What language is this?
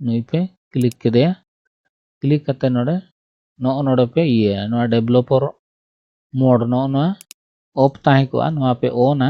Santali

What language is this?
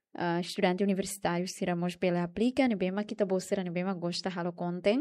Tetum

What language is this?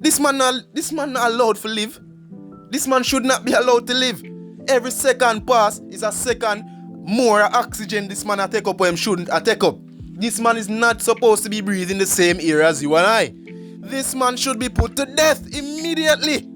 Jamaican Creole English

